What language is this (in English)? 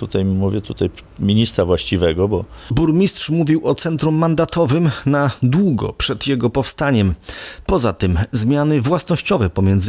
Polish